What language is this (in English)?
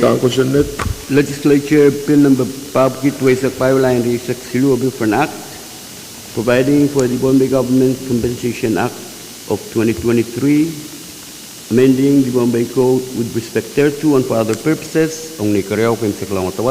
Pohnpeian